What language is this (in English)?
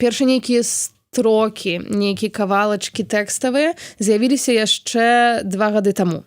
Belarusian